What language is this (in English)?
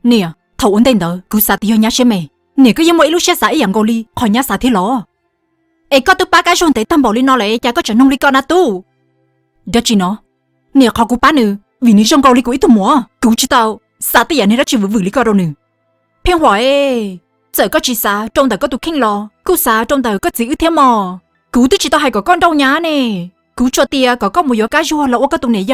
Hmong